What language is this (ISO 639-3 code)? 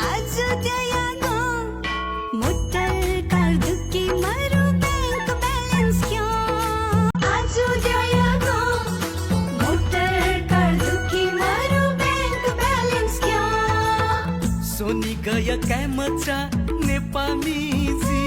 new